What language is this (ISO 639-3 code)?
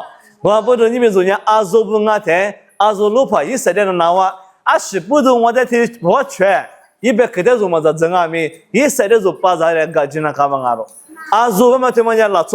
lis